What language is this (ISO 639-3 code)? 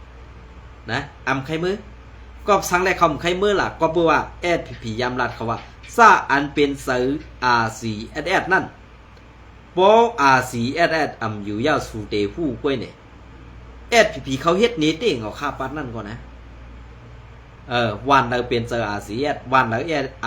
shn